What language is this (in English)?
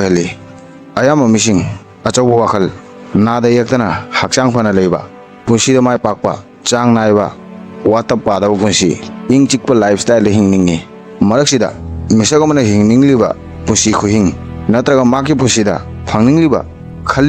Manipuri